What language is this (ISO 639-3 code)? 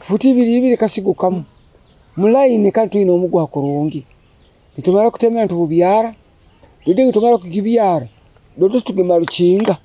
nyo